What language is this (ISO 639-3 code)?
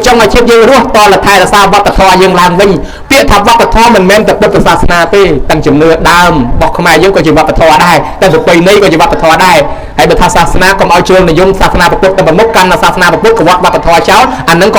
khm